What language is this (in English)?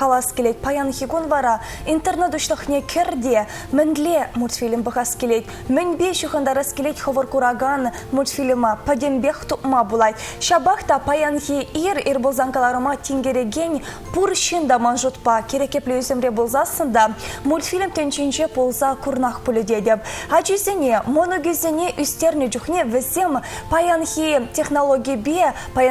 Chuvash